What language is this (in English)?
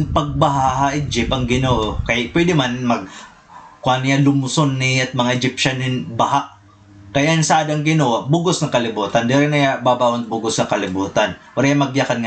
Waray